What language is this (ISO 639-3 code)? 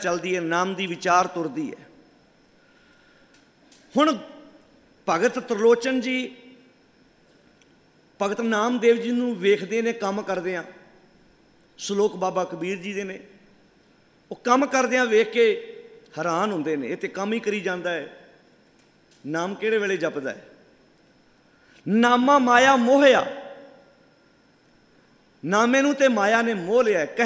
pan